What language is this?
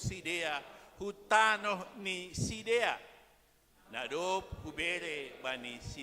Batak Simalungun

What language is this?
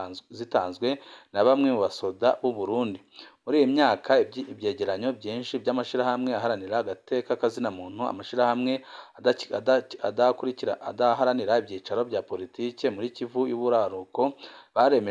Rundi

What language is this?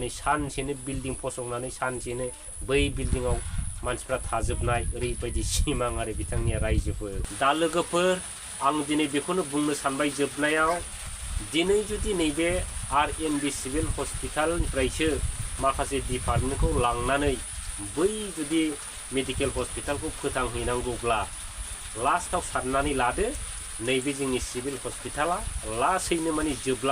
Bodo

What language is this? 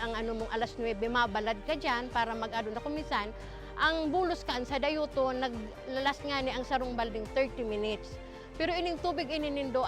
Bikol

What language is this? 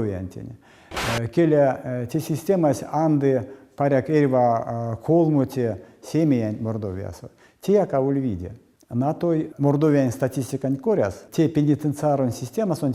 Erzya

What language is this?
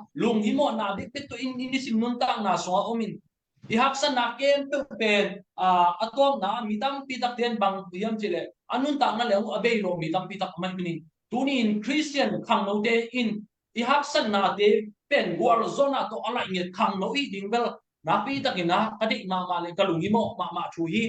Tedim Chin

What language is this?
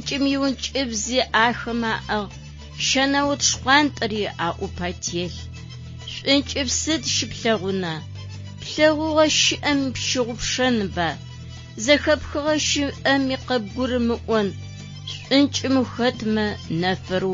Adyghe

